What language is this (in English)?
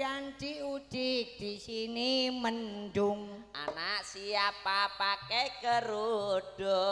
Javanese